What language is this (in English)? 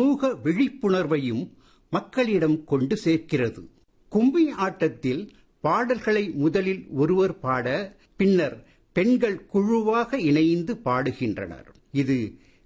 Tamil